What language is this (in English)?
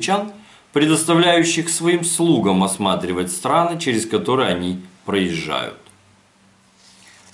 Russian